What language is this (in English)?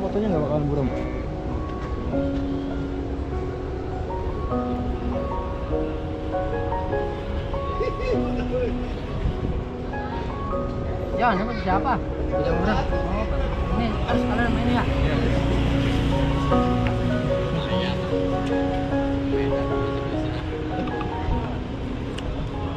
Indonesian